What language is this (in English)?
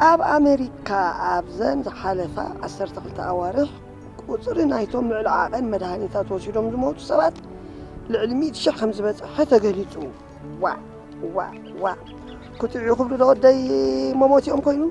Tigrinya